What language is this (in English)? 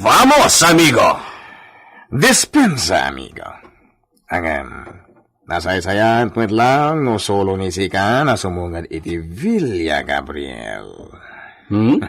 Iloko